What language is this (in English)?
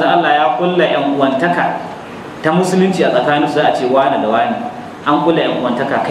Hausa